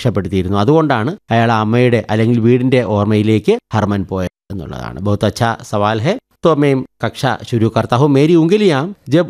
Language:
Malayalam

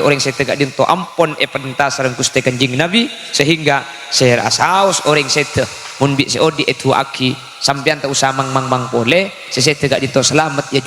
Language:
Madurese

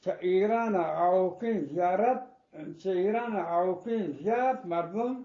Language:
Eastern Balochi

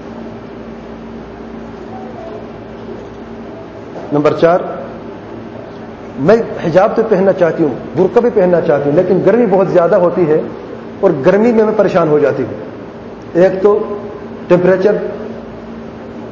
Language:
Urdu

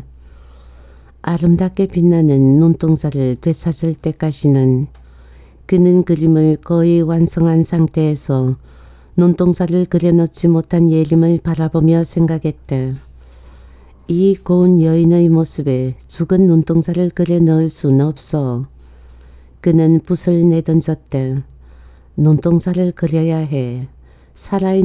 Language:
Korean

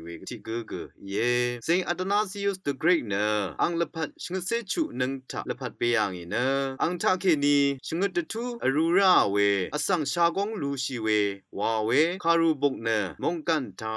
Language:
Rawang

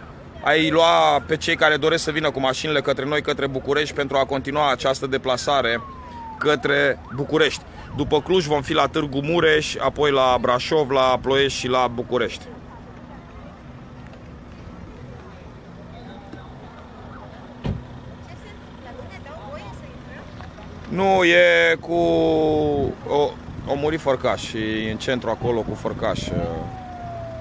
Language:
Romanian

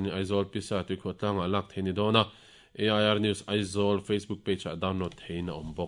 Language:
Mizo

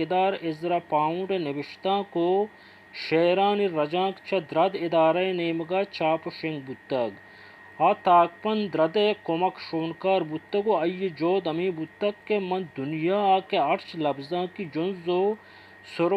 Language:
Baluchi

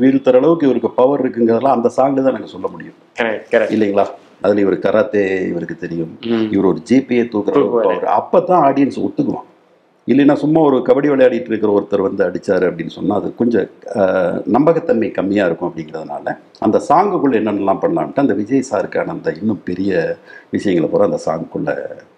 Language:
Tamil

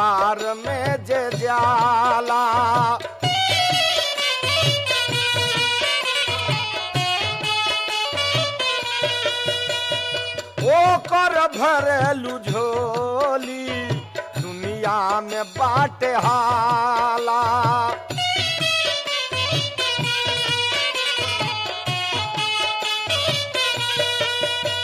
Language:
Bhojpuri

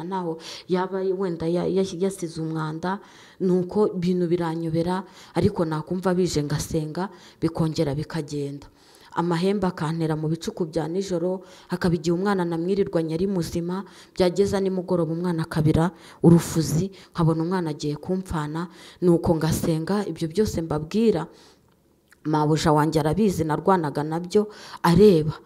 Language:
Kinyarwanda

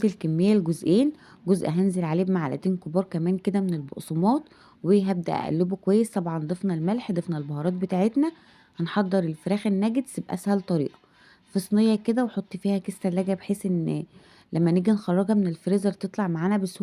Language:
Egyptian Arabic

